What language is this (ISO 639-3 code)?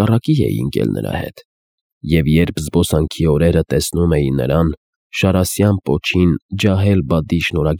hye